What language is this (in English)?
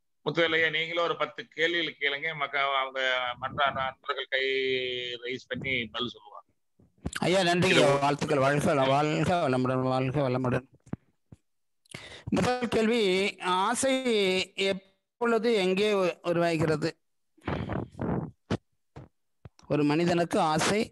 Tamil